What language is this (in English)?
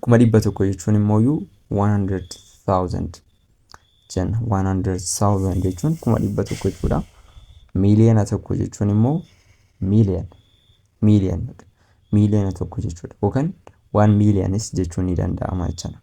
Oromo